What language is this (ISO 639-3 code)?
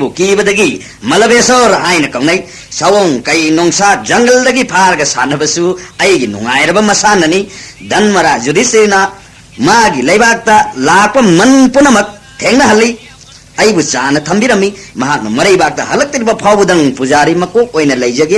mni